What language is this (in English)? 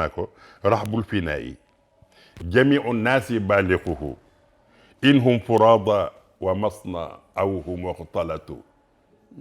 Wolof